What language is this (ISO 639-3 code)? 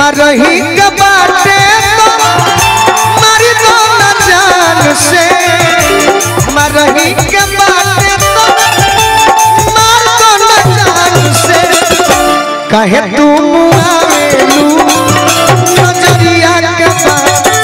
bho